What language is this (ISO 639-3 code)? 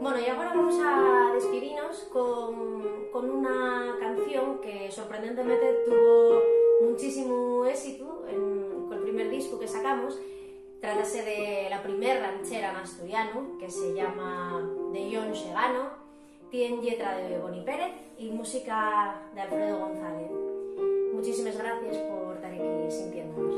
ast